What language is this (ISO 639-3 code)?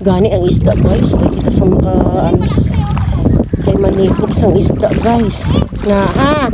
hil